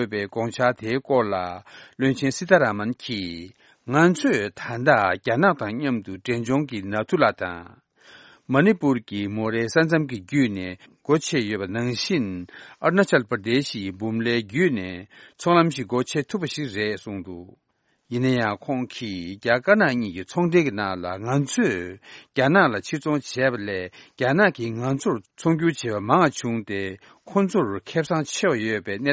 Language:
Tibetan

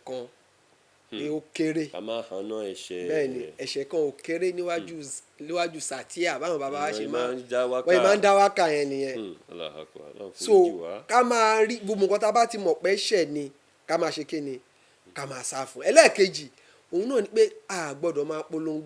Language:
Yoruba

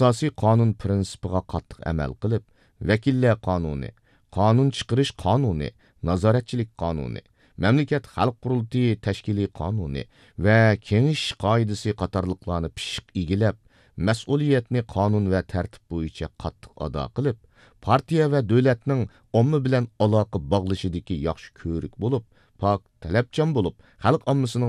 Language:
Uyghur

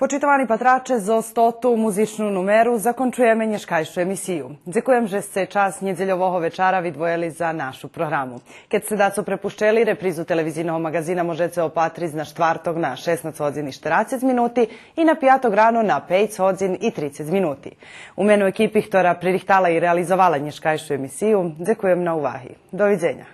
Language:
Rusyn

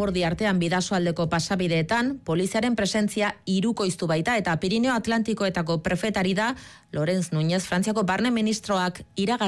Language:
Basque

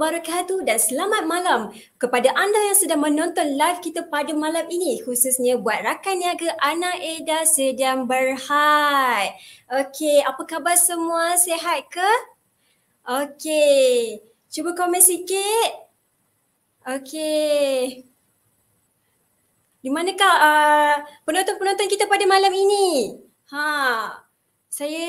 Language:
Malay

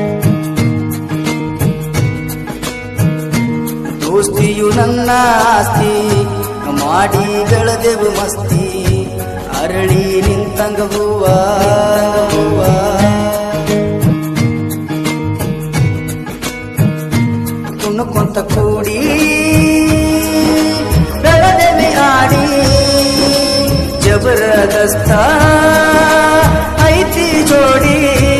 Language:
Kannada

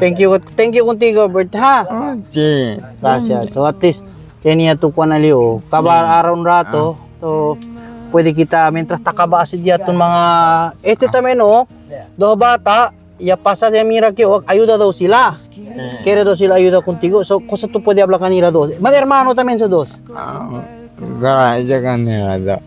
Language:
Chavacano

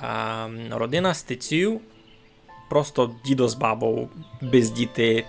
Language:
Rusyn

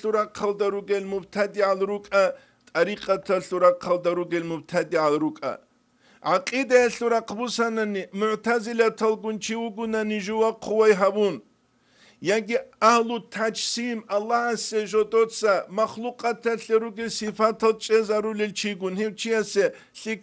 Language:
Avaric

